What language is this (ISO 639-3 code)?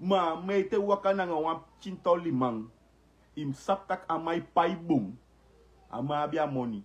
srn